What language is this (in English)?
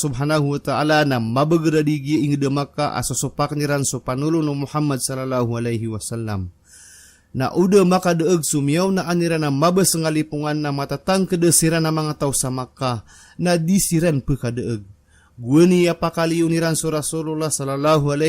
Maranao